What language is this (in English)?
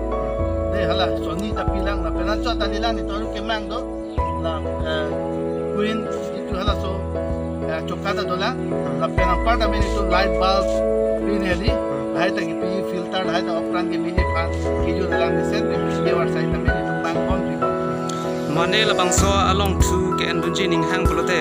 Karbi